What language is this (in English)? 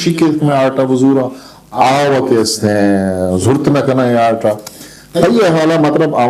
Eastern Balochi